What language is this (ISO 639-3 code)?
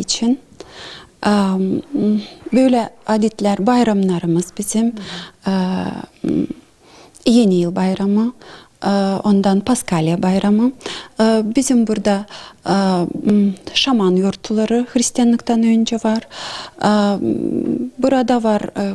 gag